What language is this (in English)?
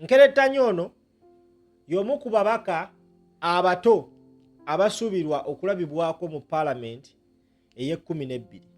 Ganda